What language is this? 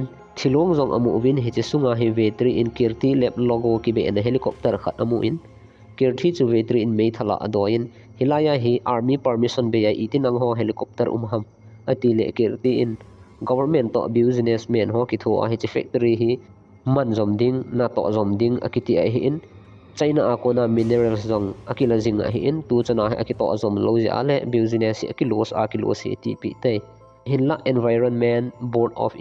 Thado Chin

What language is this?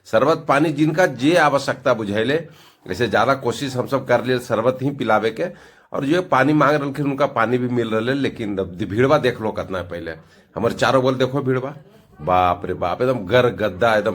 Magahi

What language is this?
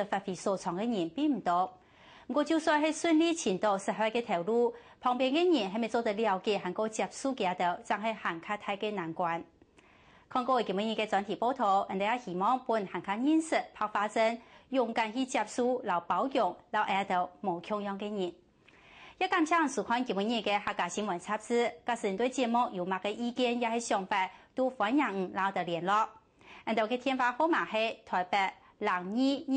Hakka Chinese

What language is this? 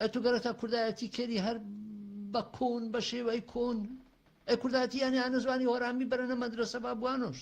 Gurani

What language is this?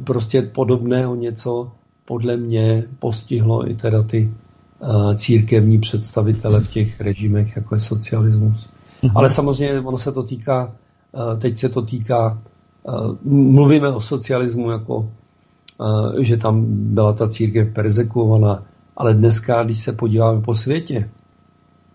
Czech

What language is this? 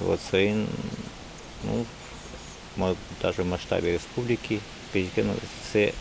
Udmurt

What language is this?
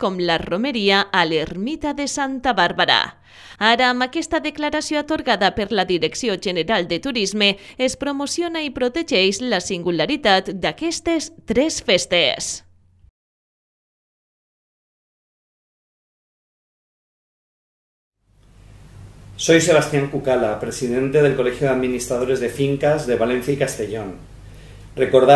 Catalan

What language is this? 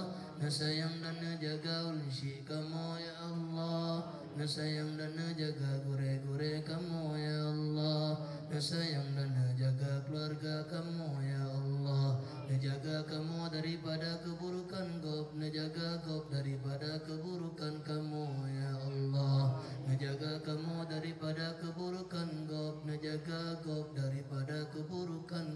Achinese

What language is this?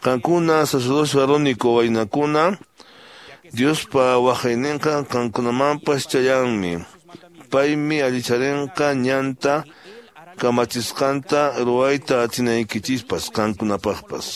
Quechua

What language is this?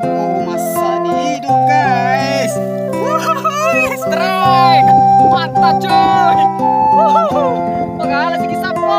Buginese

